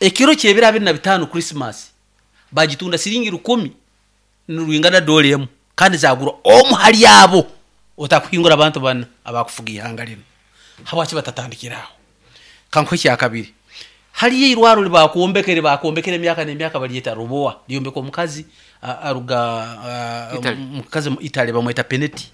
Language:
Nyoro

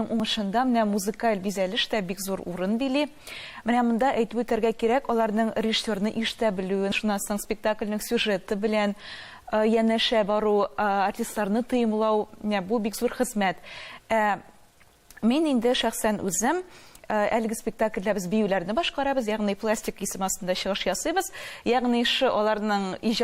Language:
Tatar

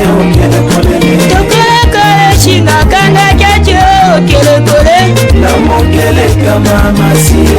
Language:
Tetela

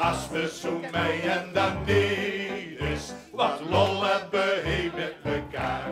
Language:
Limburgish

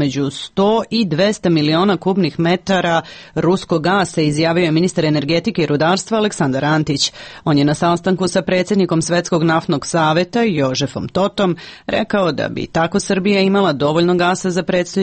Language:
Serbian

